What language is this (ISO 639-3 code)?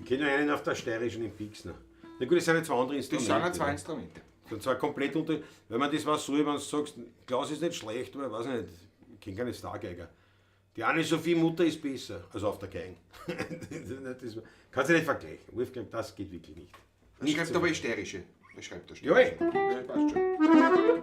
bar